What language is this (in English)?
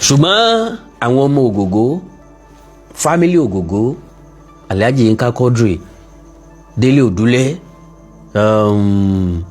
Yoruba